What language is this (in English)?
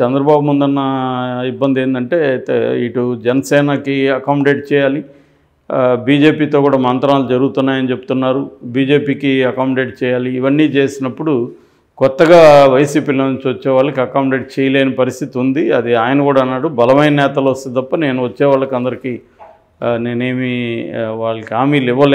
Telugu